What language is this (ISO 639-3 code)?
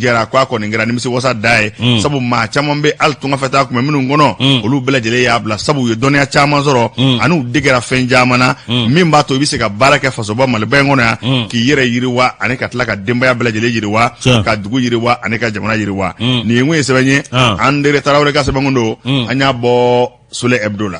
bam